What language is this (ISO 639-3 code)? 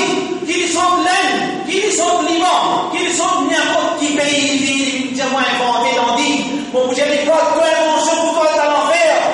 mfe